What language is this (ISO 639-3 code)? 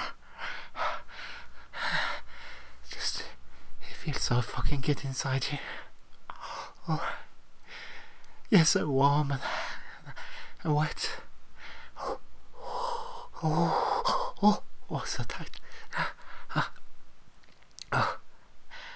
eng